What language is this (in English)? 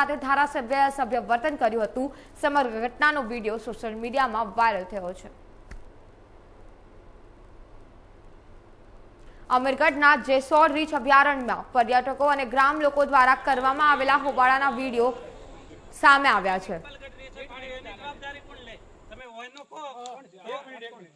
Gujarati